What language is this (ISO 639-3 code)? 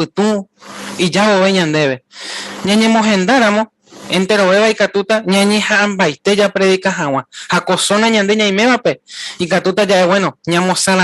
grn